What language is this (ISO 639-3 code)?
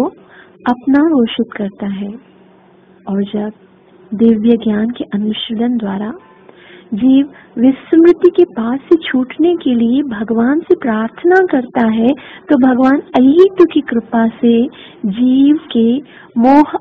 hin